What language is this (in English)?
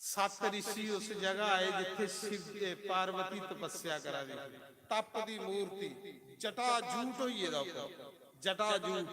Dogri